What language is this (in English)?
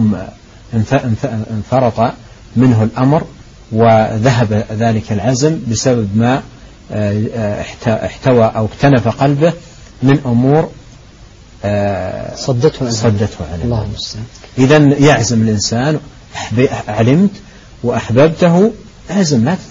Arabic